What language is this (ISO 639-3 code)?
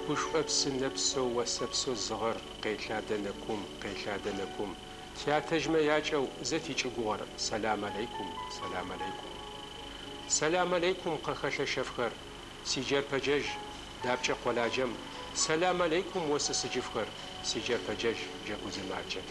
ady